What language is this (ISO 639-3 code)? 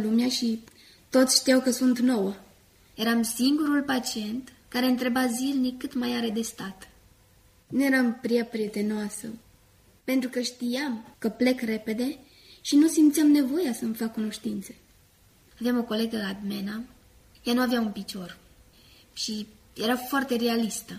ron